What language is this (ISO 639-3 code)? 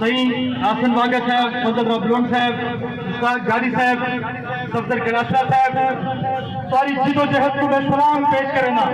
skr